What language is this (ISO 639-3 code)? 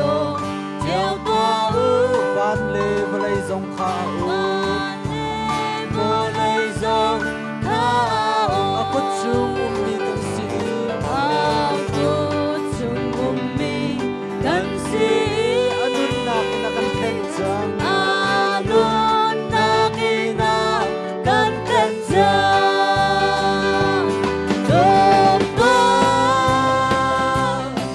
cnh